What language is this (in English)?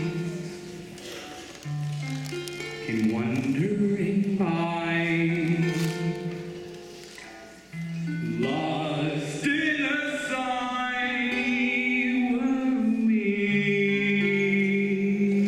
English